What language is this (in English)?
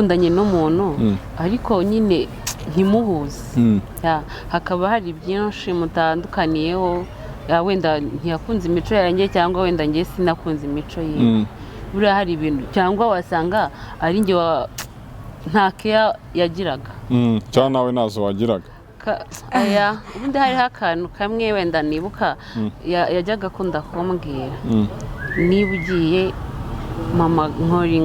Kinyarwanda